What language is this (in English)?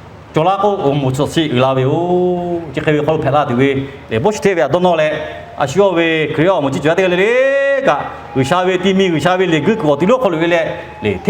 Lahu